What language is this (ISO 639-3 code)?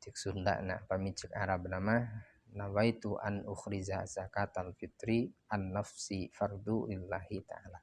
sun